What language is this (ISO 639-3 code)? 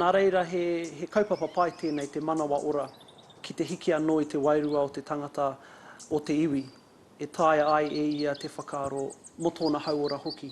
mri